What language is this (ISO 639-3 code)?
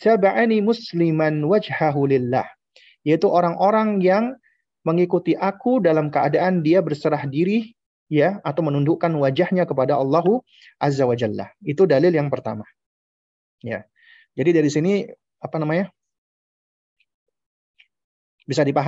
ind